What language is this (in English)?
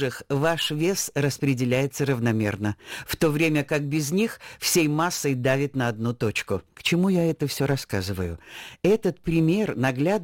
Russian